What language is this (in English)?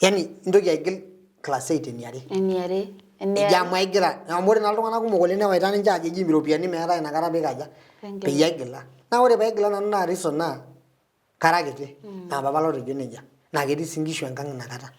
Masai